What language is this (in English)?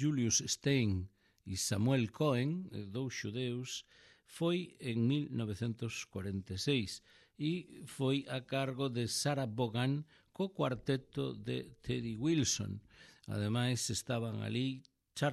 Galician